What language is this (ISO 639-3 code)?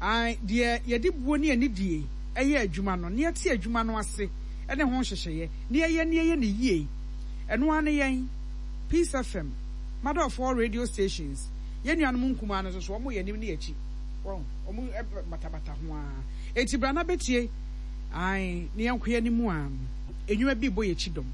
aka